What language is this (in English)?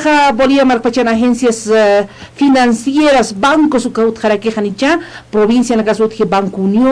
Aymara